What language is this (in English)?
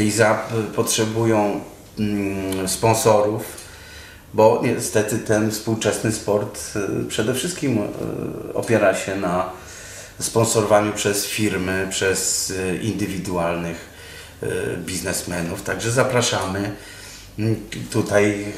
Polish